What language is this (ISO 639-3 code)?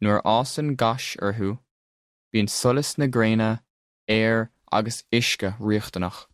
gle